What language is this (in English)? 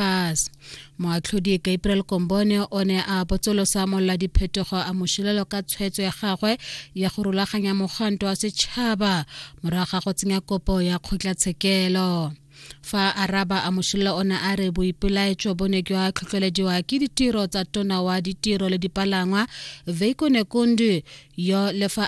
Tswana